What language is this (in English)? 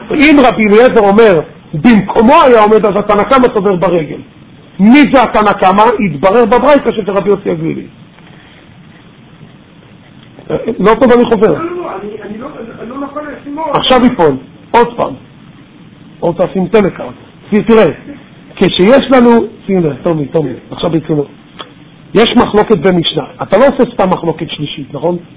Hebrew